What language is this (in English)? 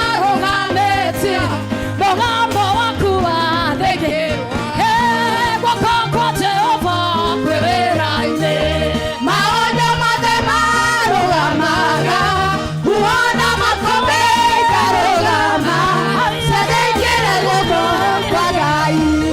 Kikuyu